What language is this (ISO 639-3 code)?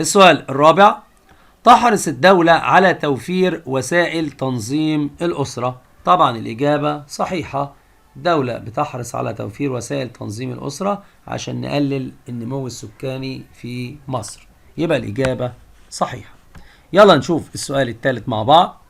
arz